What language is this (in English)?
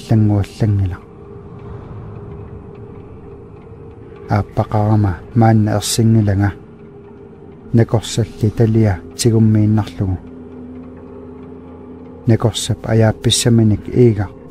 Kalaallisut